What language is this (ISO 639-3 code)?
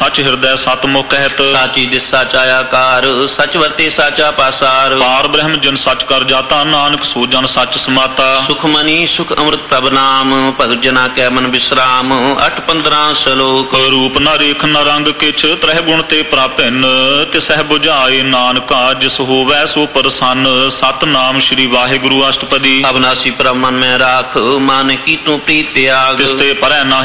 pan